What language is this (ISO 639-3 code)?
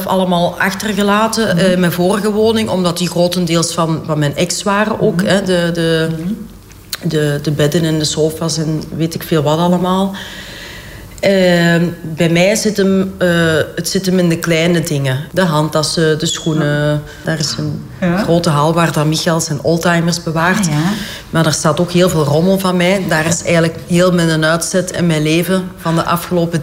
nld